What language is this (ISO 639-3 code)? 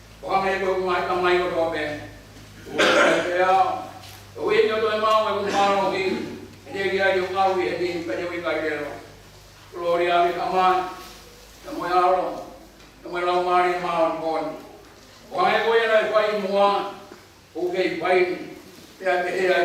ton